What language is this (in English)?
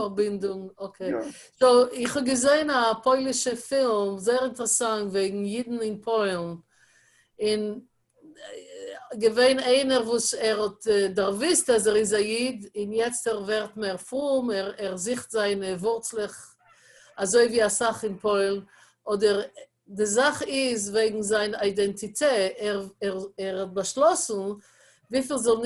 Yiddish